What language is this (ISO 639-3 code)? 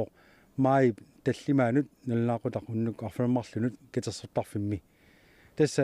kal